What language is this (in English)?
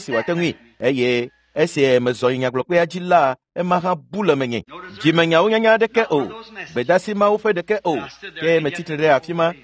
Ewe